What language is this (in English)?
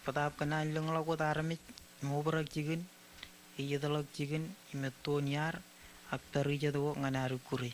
Marshallese